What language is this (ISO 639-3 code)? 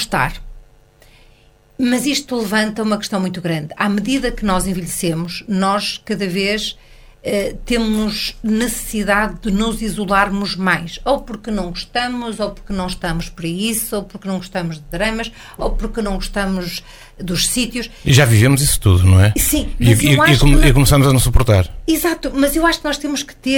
por